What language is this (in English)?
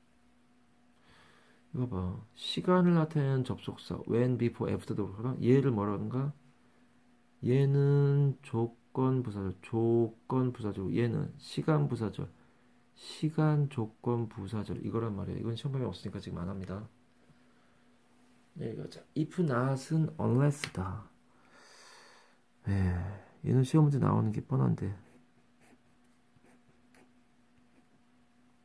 Korean